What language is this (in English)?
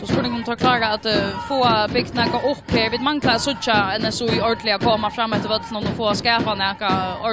Faroese